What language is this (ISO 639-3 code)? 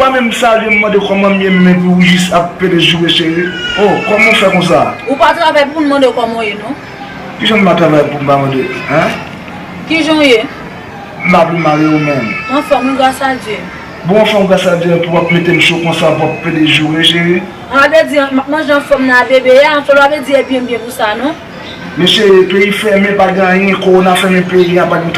hat